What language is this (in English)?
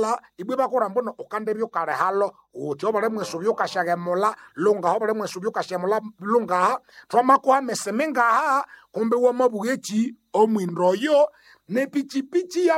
Nande